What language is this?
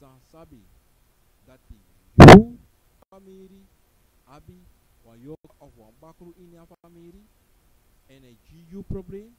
Sranan Tongo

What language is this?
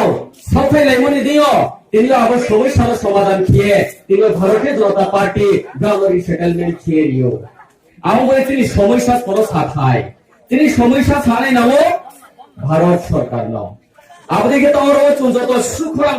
Riang (India)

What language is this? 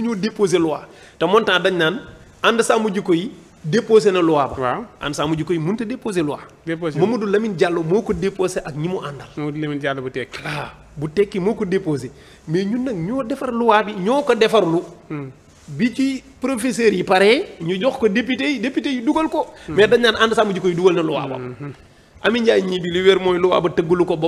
Wolof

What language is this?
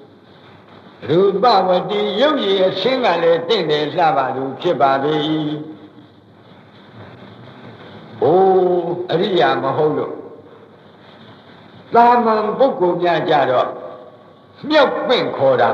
Burmese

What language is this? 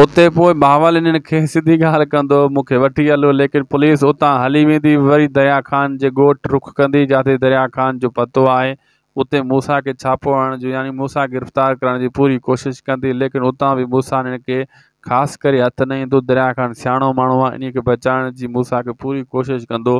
Sindhi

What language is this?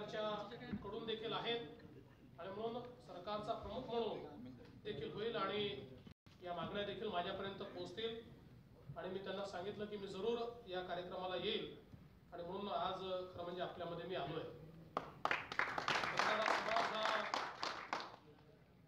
Marathi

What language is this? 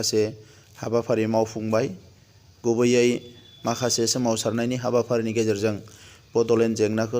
Bodo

